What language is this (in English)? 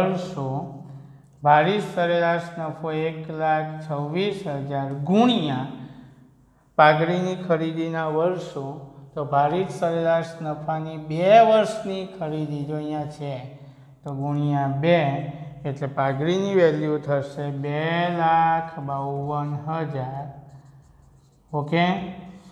Gujarati